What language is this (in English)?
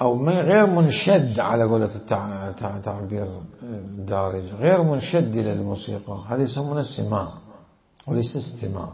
Mesopotamian Arabic